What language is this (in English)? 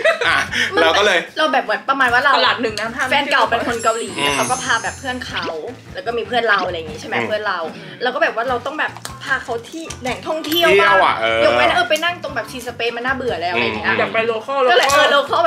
Thai